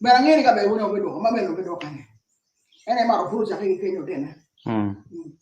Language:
Acoli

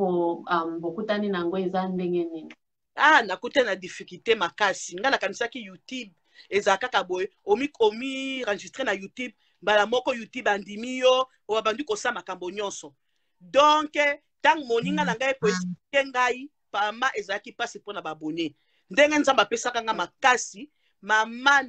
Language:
Lingala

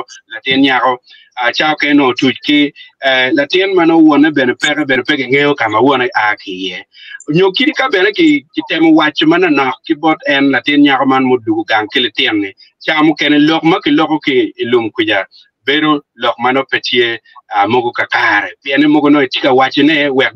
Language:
Acoli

